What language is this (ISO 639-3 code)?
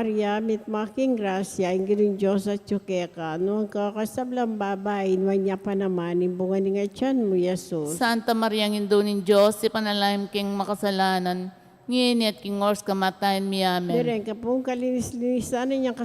pam